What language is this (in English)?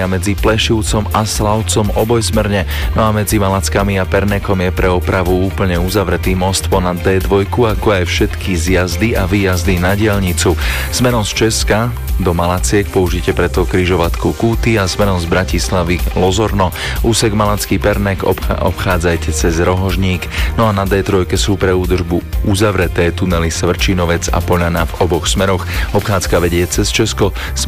Slovak